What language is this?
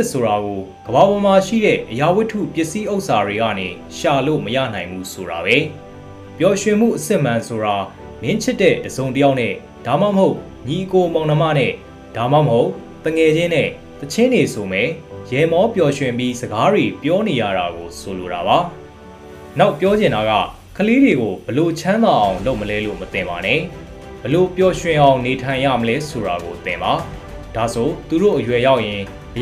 Burmese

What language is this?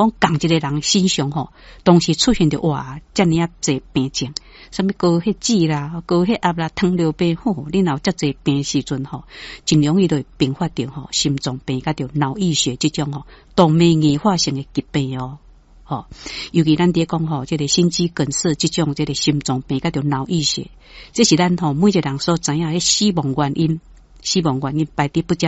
Min Nan Chinese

